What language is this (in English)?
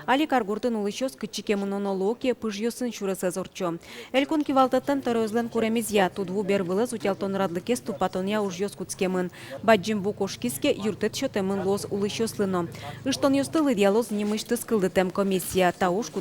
Udmurt